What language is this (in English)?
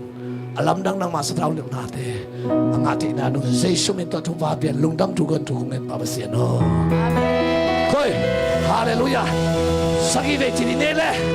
Tedim Chin